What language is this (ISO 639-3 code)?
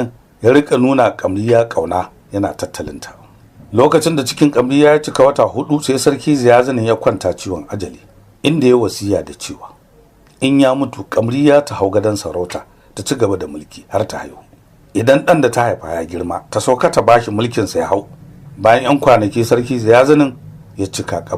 hau